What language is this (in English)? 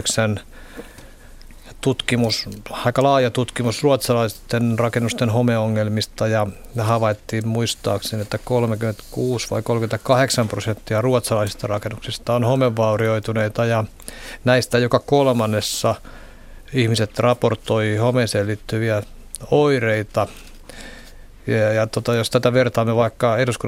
Finnish